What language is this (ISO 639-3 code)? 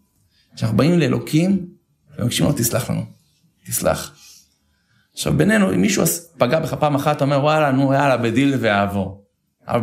heb